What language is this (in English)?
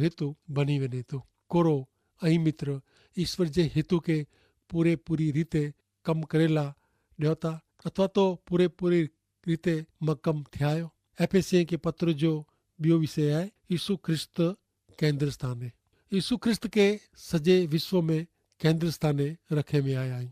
Kachhi